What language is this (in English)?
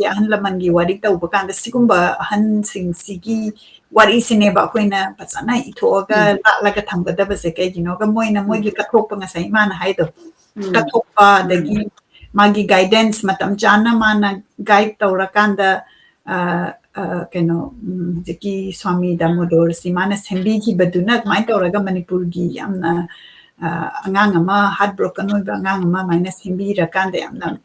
Manipuri